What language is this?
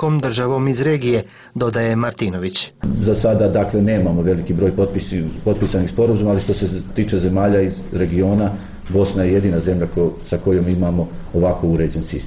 Serbian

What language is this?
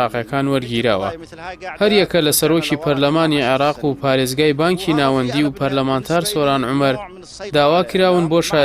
Central Kurdish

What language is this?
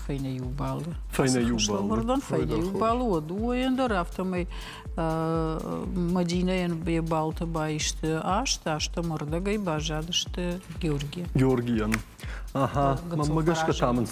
Ossetic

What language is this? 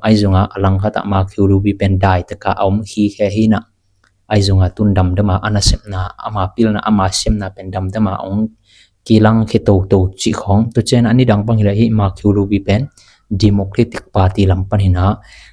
Tedim Chin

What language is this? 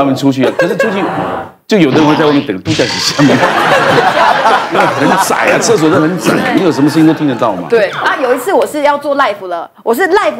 Chinese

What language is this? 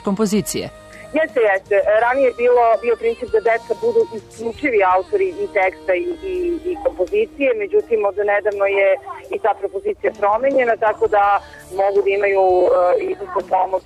Serbian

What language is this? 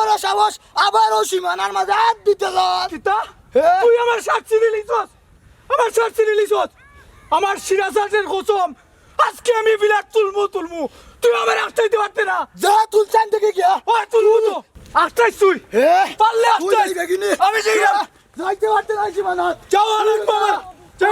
Sylheti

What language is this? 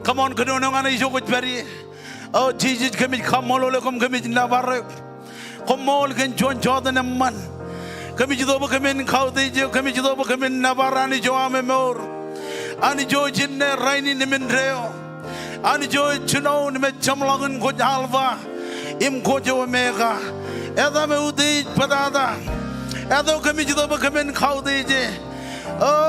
Marshallese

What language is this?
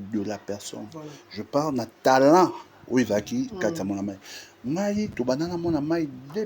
Lingala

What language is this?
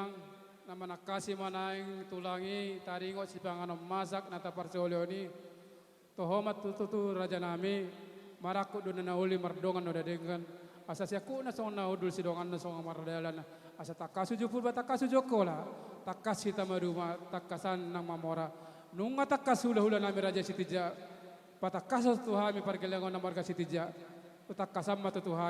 Batak Toba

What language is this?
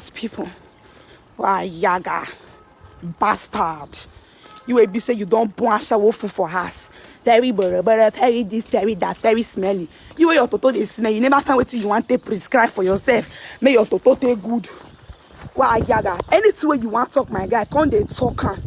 Nigerian Pidgin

